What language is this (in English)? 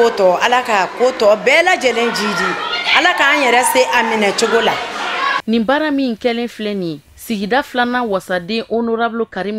Bambara